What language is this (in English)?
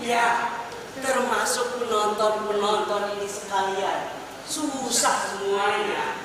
Banjar